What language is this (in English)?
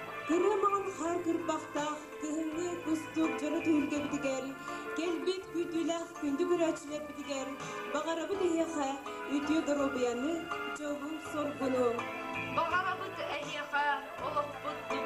Yakut